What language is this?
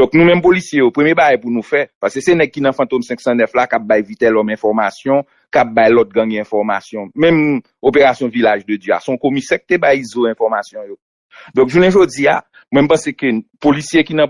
Haitian Creole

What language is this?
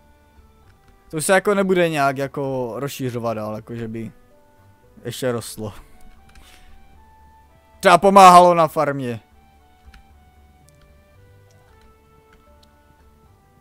Czech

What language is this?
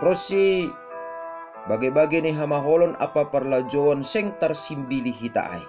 Batak Simalungun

